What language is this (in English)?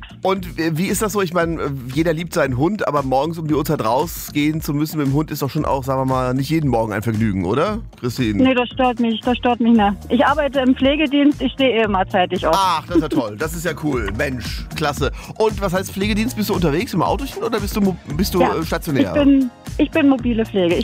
German